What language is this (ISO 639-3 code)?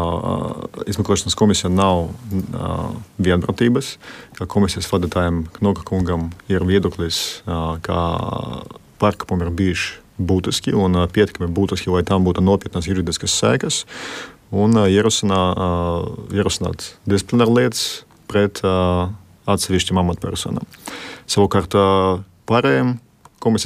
lav